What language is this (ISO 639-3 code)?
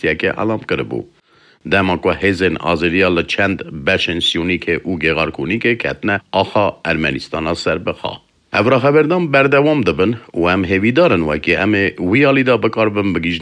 kur